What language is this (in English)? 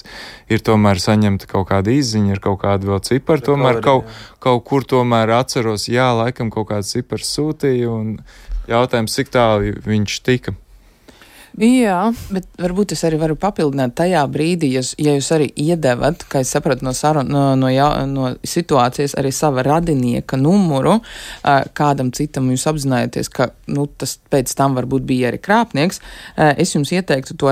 Latvian